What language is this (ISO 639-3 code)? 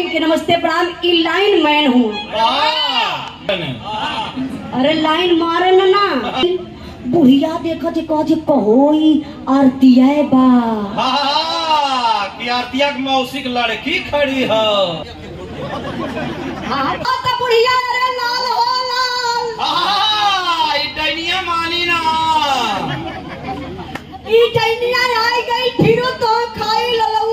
bho